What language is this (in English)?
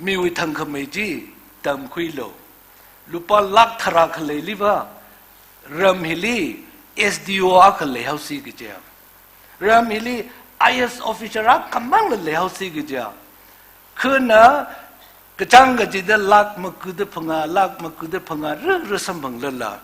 Tangkhul Naga (India)